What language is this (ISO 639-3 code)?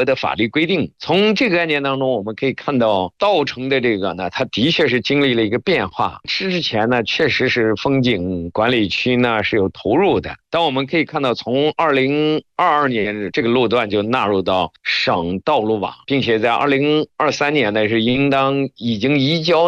zho